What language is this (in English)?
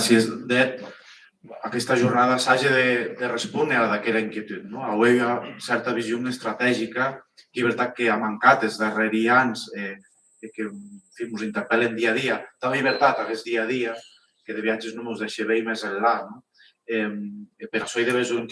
Occitan